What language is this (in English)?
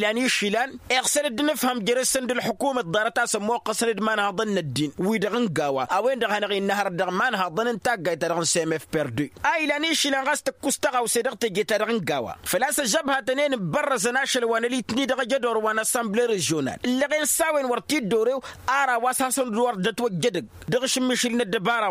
Tamasheq